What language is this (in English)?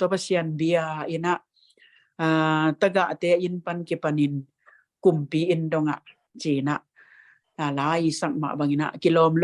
Tedim Chin